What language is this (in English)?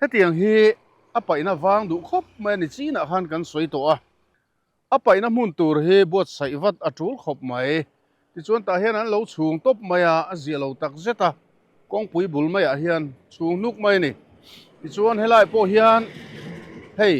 Mizo